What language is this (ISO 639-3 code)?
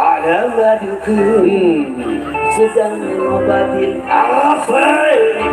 bew